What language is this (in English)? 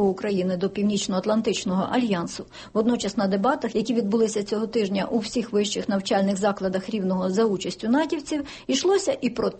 Ukrainian